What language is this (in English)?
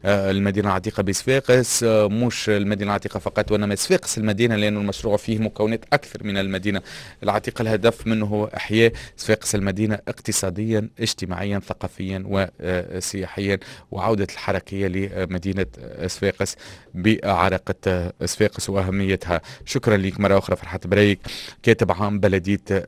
Tunisian Arabic